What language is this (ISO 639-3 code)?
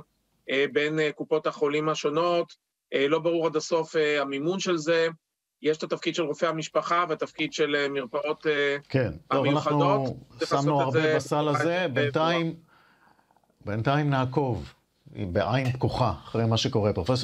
heb